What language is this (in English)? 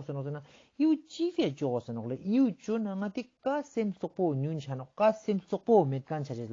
Ladakhi